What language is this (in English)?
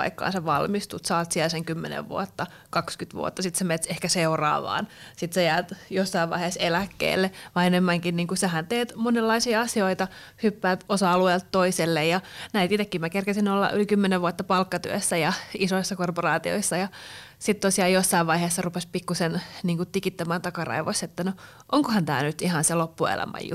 Finnish